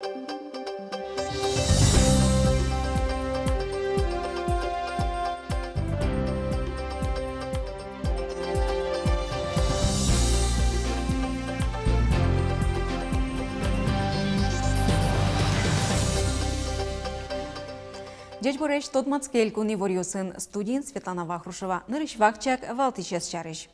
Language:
Udmurt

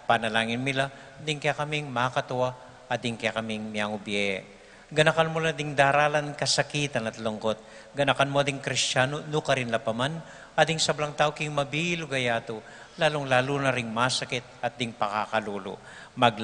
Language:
Pampanga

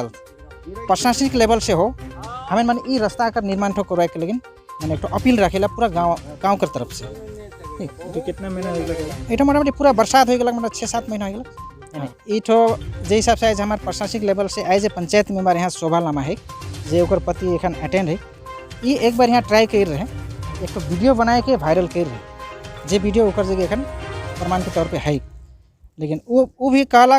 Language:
Sadri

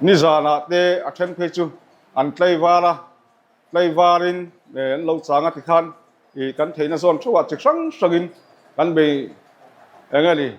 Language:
Mizo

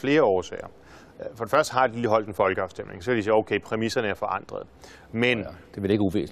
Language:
Danish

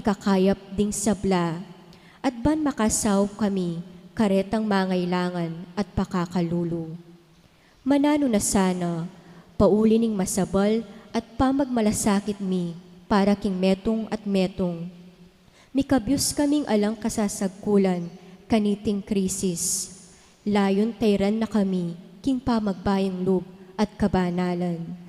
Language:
Pampanga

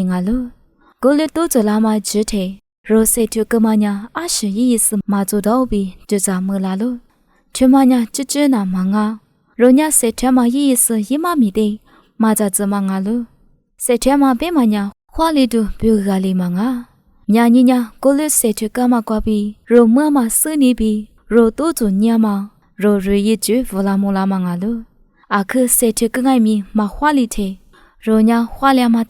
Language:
Lisu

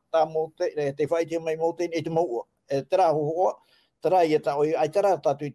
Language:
Tahitian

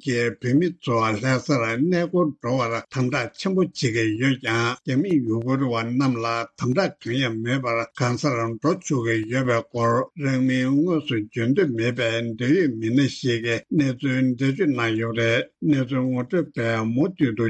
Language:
Tibetan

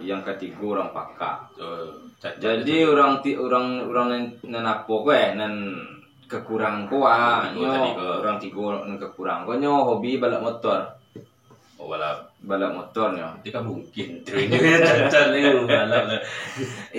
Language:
Minangkabau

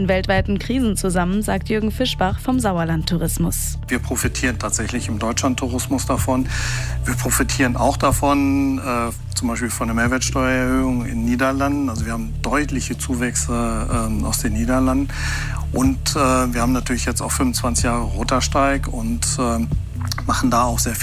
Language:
German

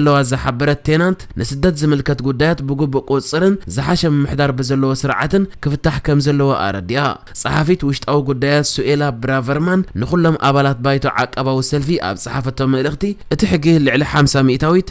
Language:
Tigrinya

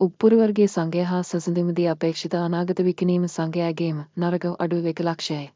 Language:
Sinhala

